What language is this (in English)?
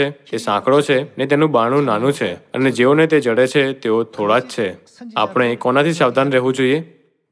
Gujarati